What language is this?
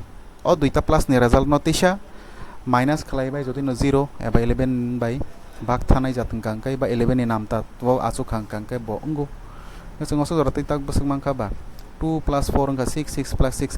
Kok Borok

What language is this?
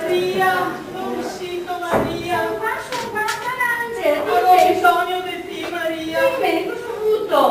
Venetian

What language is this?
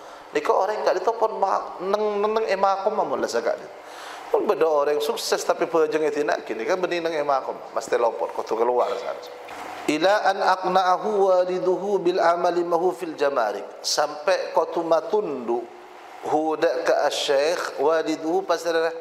Madurese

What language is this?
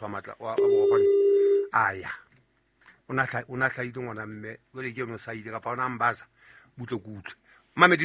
Southern Sotho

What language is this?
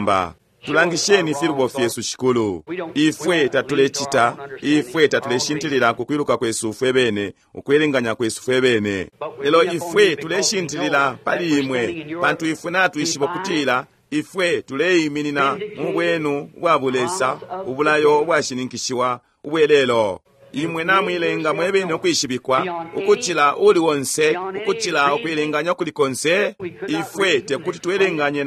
Bemba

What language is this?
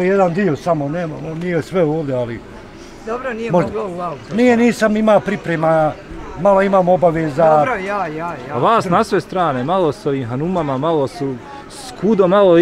Bosnian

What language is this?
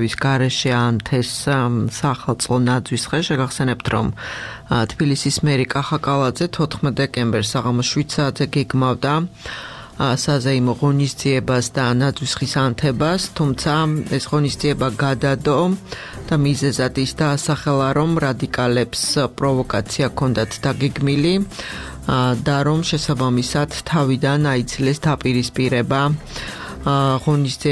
Georgian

